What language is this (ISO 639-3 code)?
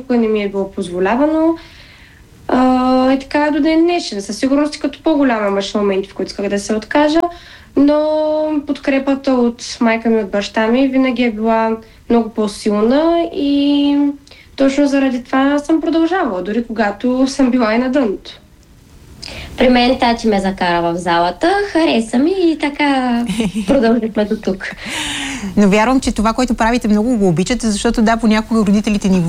bul